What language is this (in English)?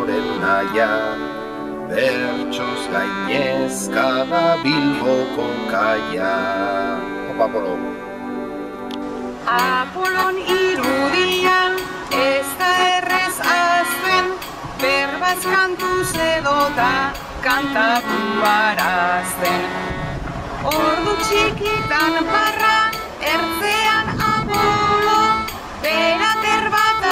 Basque